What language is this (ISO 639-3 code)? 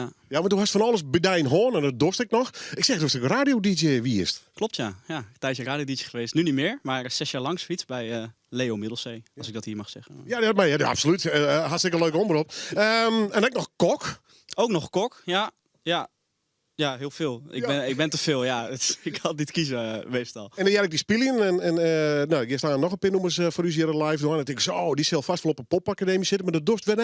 fry